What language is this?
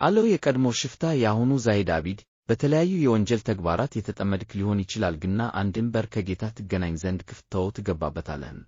Amharic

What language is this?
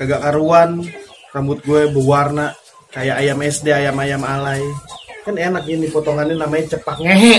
Betawi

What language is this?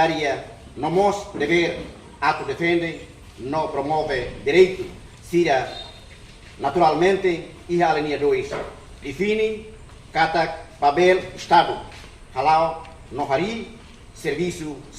Tetum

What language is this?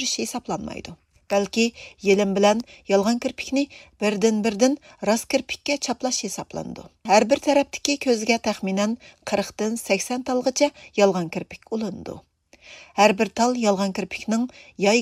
Uyghur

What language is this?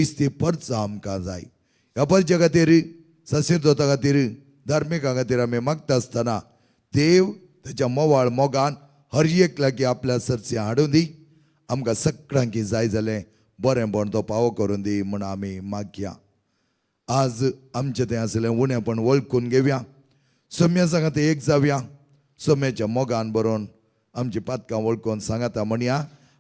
Konkani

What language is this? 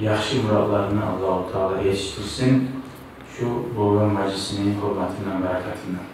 Kumyk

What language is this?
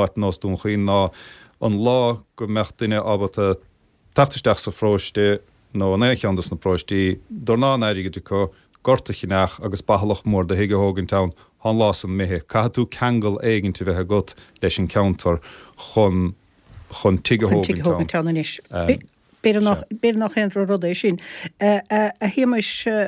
Irish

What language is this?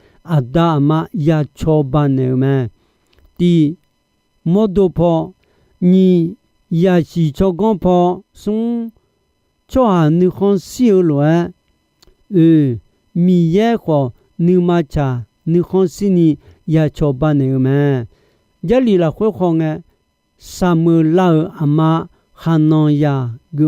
Akha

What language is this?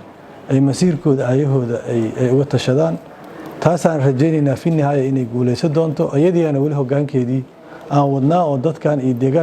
Somali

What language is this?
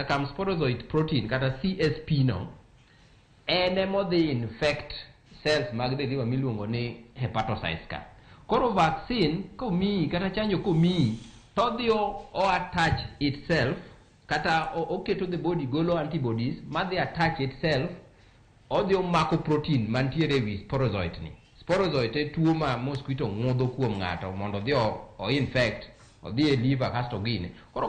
Luo (Kenya and Tanzania)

